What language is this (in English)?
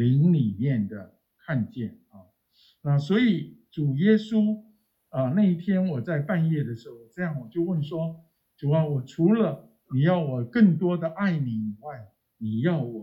Chinese